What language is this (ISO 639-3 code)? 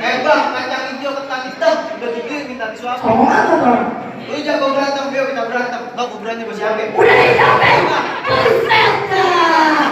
bew